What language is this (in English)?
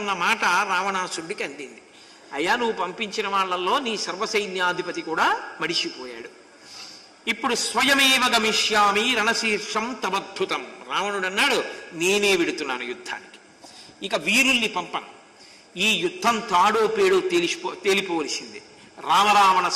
Telugu